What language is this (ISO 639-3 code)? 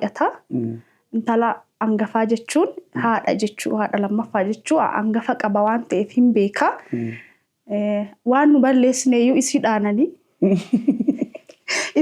orm